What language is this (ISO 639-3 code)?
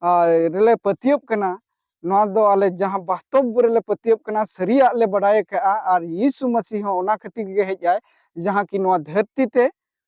sat